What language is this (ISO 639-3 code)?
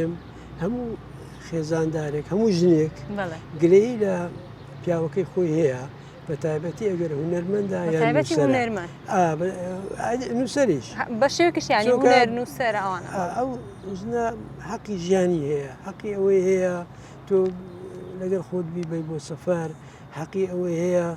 ckb